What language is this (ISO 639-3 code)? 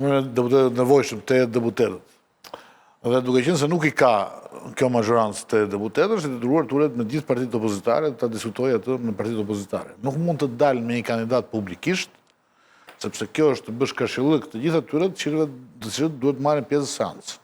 sqi